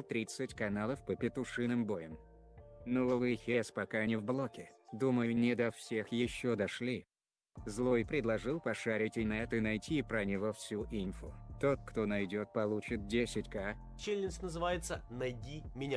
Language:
Russian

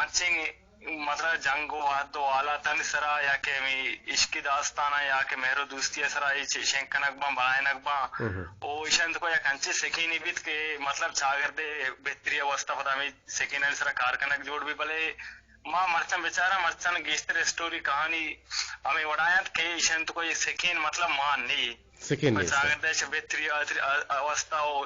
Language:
Eastern Balochi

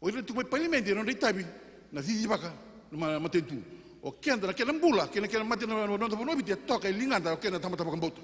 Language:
Fijian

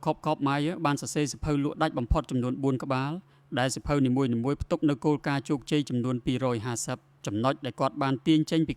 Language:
Khmer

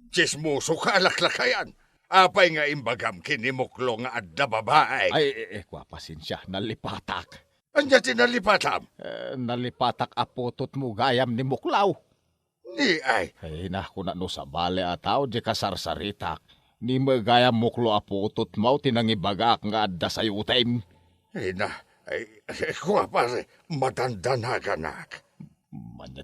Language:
Iloko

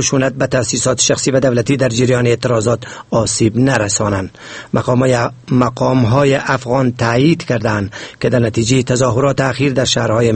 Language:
Persian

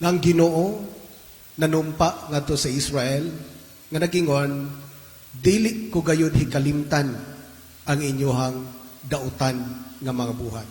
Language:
Cebuano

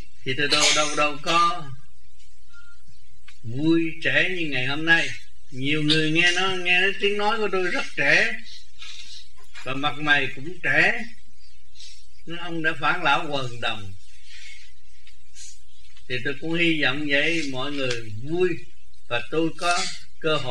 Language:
Vietnamese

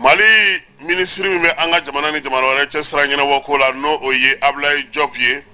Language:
Bambara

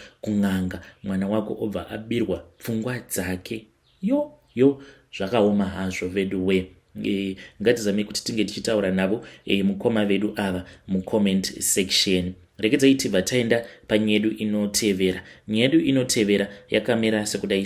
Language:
Shona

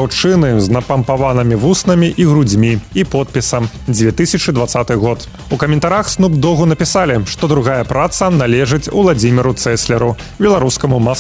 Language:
Belarusian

